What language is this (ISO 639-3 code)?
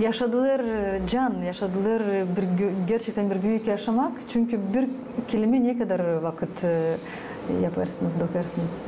gag